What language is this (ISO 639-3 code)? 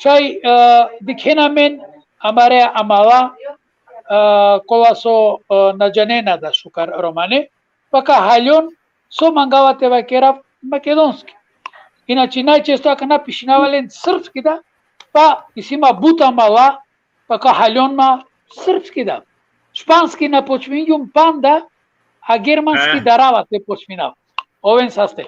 rmn